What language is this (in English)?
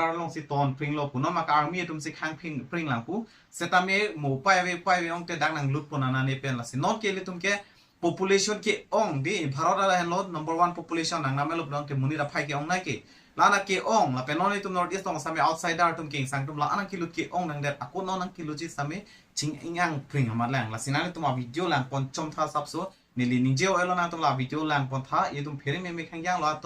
Karbi